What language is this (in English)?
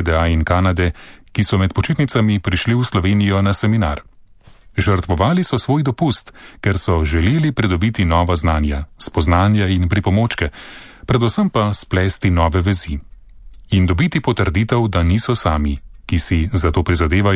Slovenian